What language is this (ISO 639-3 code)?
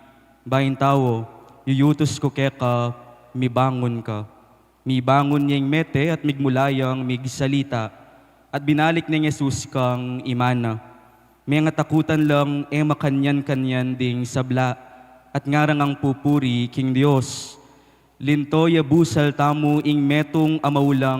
pam